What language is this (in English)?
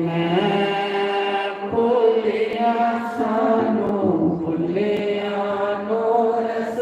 Dogri